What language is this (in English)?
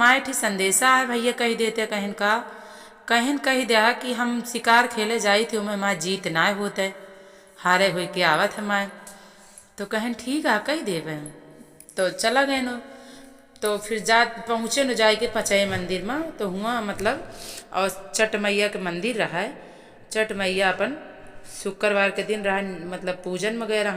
Awadhi